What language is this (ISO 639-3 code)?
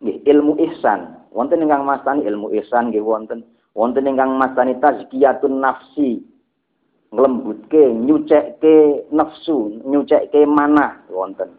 jav